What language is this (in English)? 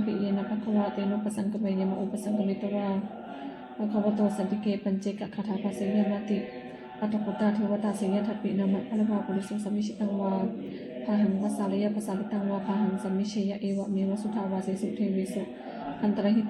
Pali